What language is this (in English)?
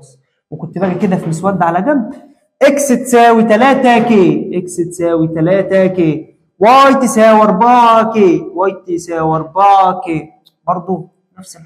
Egyptian Arabic